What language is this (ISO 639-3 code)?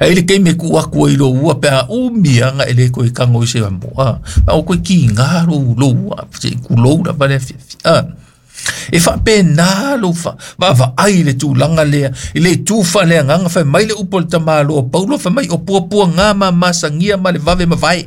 smo